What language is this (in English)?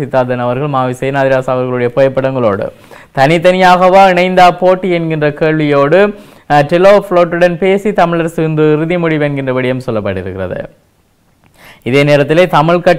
Tamil